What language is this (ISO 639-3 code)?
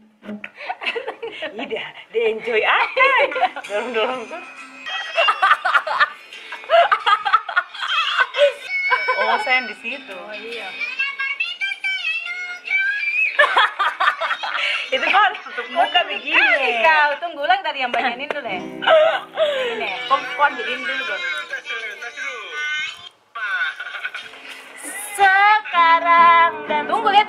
ind